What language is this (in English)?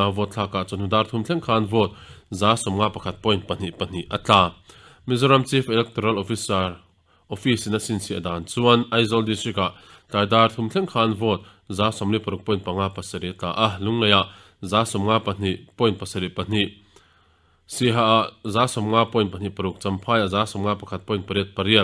Mizo